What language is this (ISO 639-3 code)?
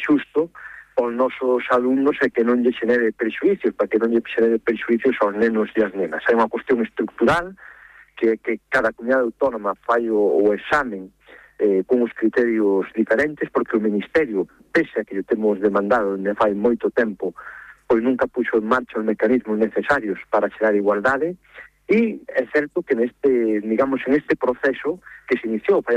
glg